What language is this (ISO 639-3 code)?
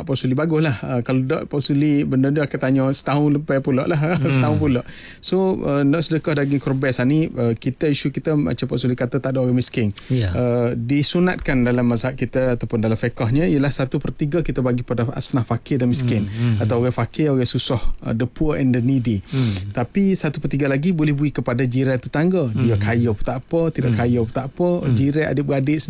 msa